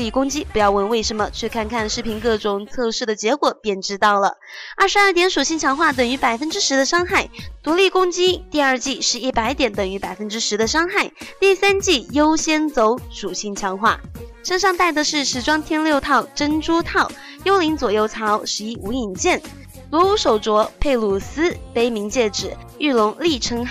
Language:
Chinese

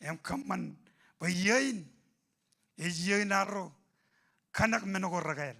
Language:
Marshallese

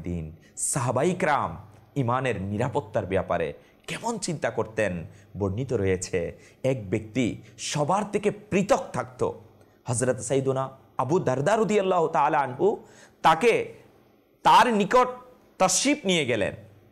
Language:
Bangla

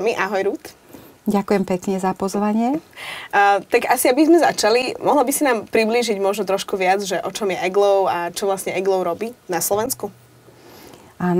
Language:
Slovak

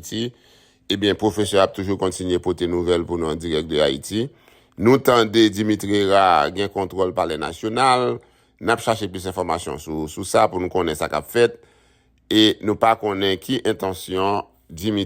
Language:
Haitian Creole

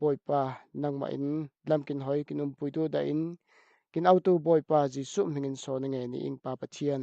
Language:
Falam Chin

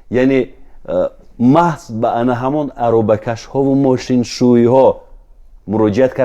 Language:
Tajik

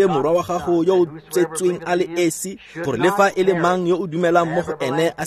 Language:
Tswana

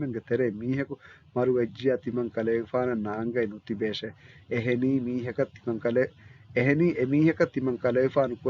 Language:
Divehi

